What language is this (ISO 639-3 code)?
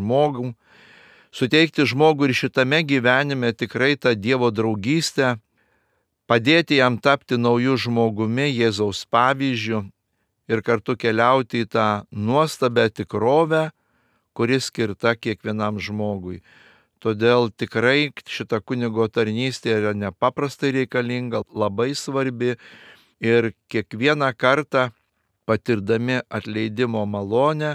lit